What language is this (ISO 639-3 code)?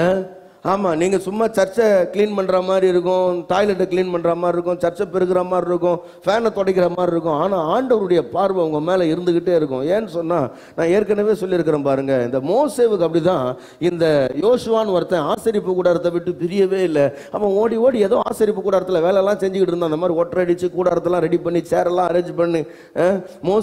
tam